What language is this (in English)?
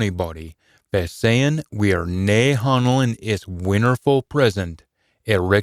Scots